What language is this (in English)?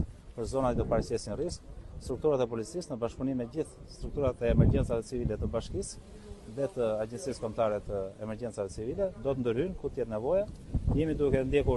Albanian